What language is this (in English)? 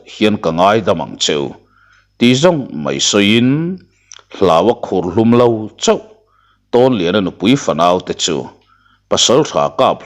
Mizo